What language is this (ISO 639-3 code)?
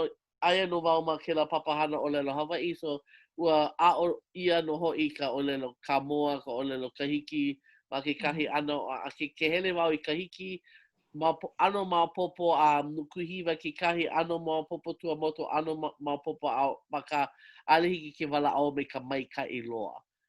haw